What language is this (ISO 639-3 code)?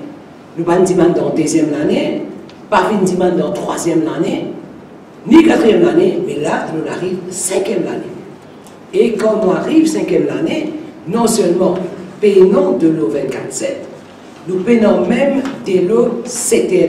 mfe